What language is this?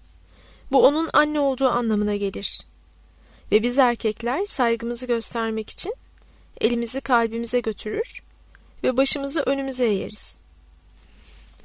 Turkish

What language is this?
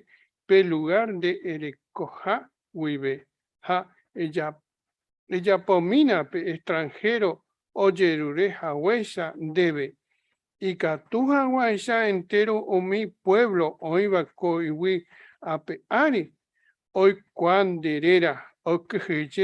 Guarani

